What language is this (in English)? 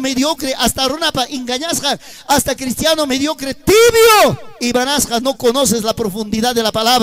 Ayacucho Quechua